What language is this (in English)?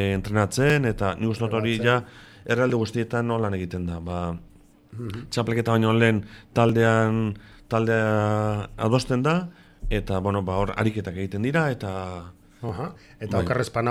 Basque